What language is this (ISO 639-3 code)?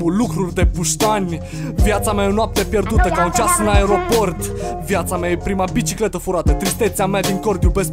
ron